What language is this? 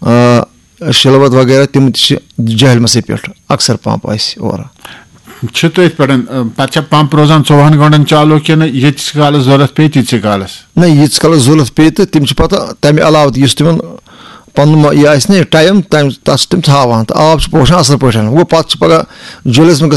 Kashmiri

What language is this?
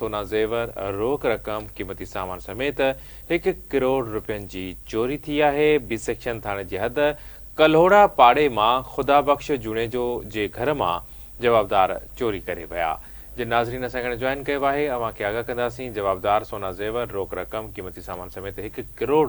Sindhi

